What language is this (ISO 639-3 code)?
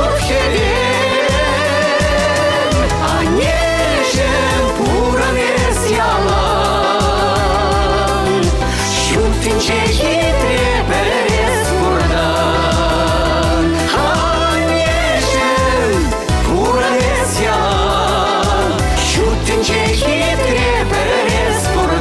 chv